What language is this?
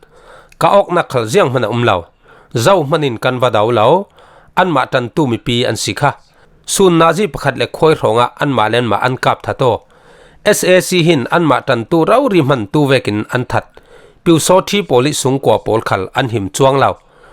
Falam Chin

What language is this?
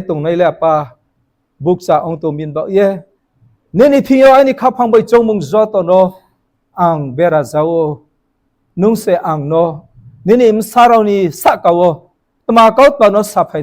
Riang (India)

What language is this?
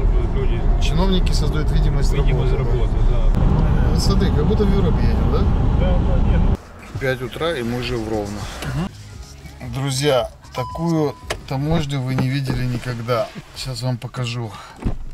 Russian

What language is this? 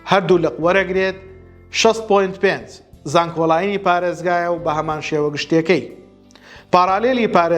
Central Kurdish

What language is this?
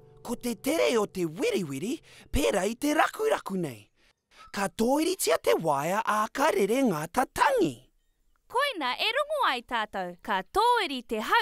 Māori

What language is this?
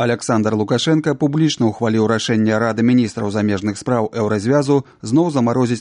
Belarusian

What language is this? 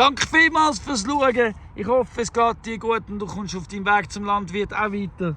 Swiss German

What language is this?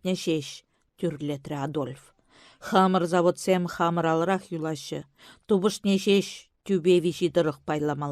Chuvash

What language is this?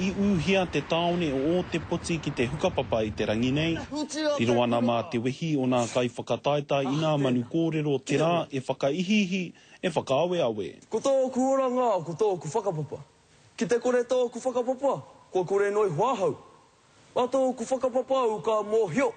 Māori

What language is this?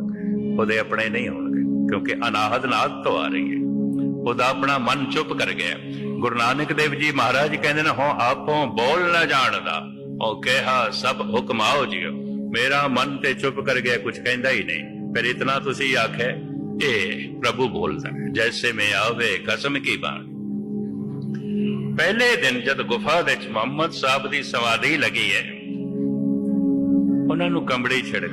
Punjabi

